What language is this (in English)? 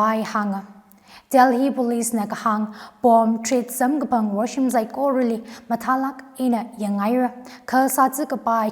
Tangkhul Naga (India)